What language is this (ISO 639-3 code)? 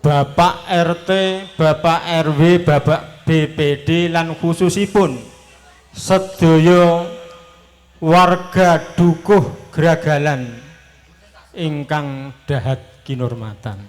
jav